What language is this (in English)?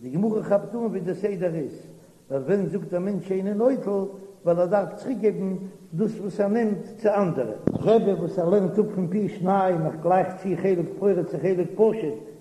Yiddish